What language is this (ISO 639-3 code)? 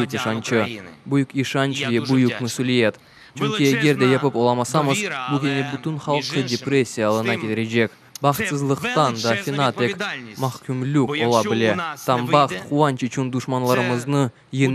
crh